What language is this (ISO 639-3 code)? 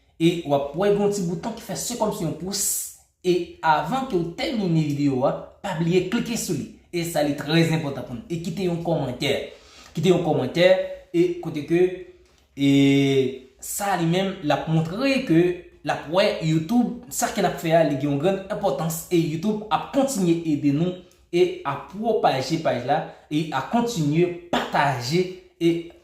hat